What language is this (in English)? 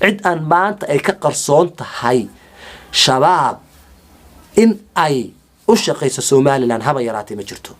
Somali